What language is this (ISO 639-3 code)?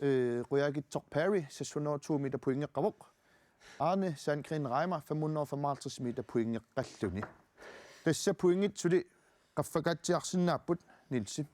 kal